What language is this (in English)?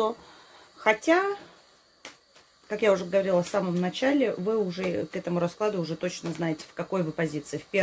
Russian